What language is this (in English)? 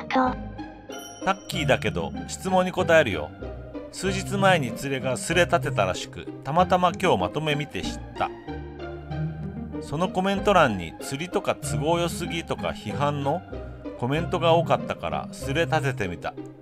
Japanese